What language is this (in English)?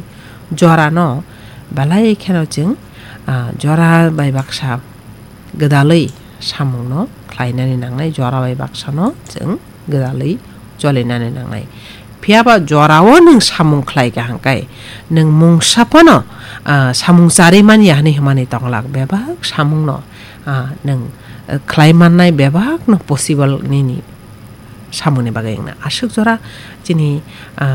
Kok Borok